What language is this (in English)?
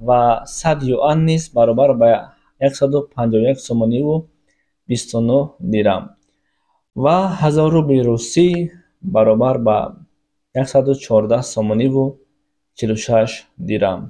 Tajik